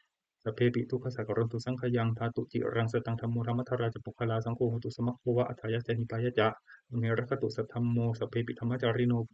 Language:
Pali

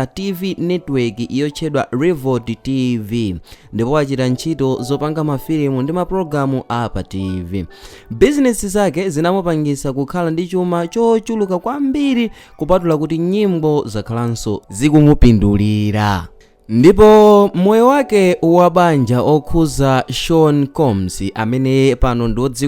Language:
Nyanja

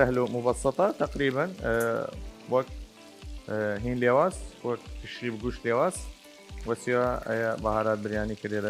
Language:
Southern Kurdish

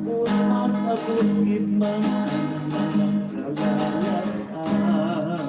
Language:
Hiligaynon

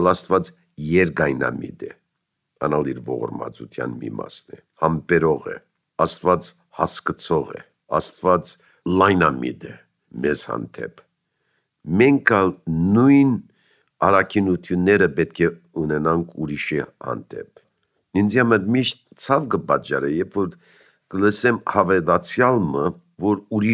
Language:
Armenian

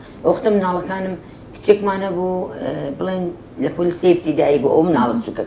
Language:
Central Kurdish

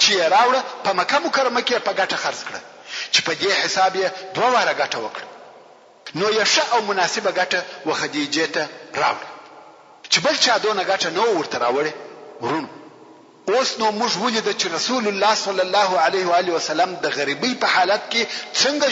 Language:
Pashto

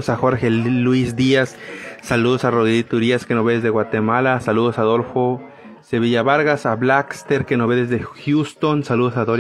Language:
Spanish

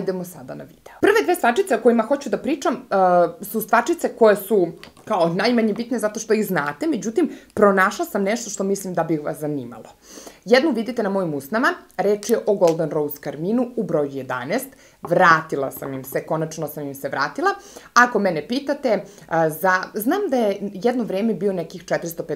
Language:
Serbian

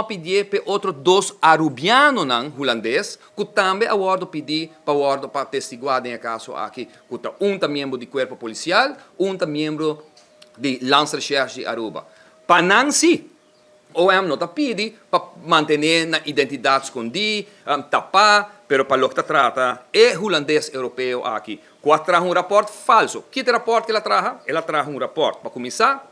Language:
Papiamento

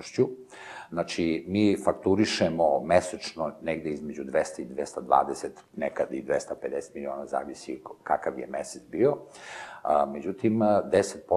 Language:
Serbian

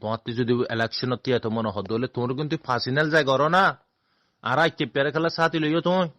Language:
Rohingya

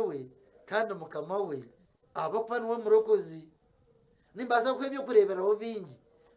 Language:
Nyankole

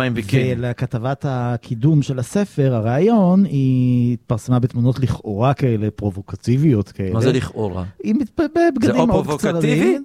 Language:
Hebrew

